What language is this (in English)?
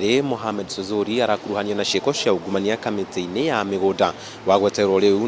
Kikuyu